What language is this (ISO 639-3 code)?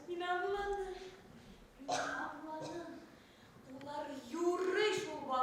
bak